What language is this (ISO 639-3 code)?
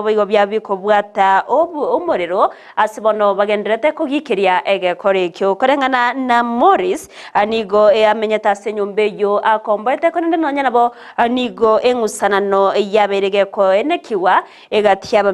guz